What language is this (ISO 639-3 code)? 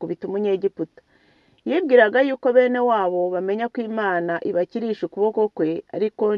kin